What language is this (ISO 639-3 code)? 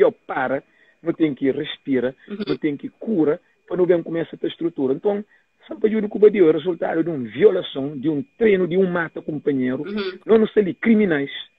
kea